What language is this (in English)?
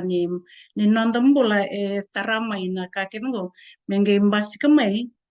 Fijian